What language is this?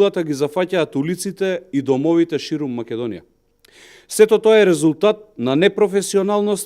Macedonian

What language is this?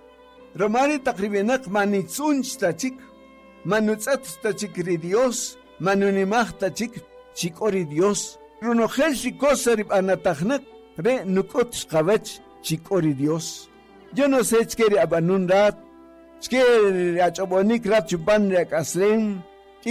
Kaqchikel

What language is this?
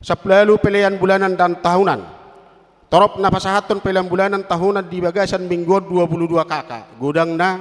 Batak Toba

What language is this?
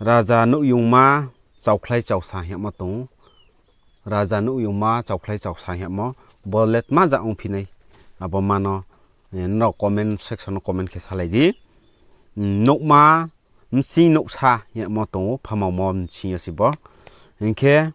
Riang (India)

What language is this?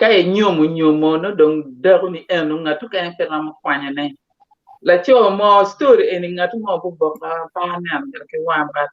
Acoli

